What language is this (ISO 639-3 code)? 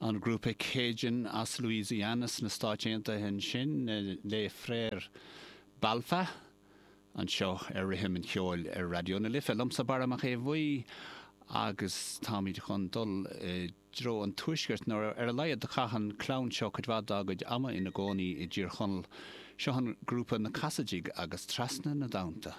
gle